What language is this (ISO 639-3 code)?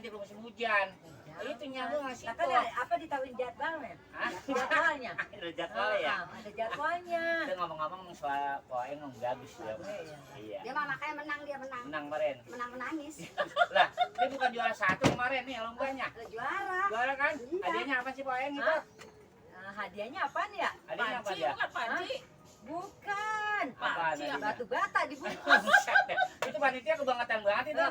bew